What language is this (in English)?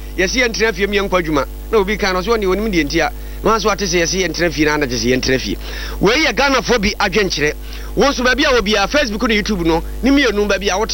Akan